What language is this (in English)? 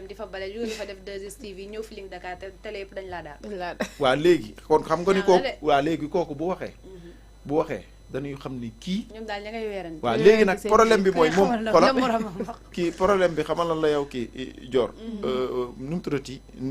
Wolof